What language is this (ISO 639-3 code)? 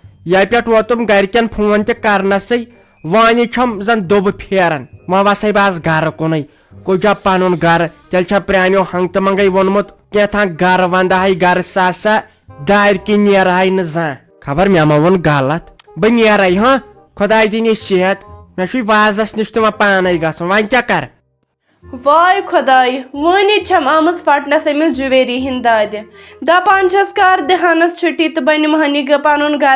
kas